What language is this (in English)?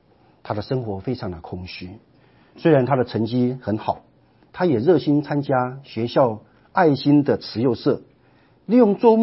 Chinese